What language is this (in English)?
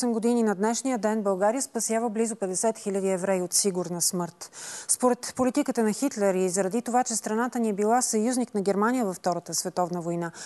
Bulgarian